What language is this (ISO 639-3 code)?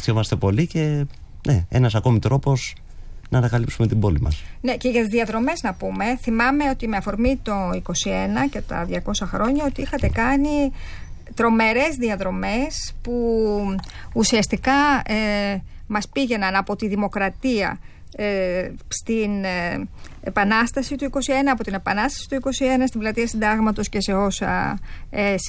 ell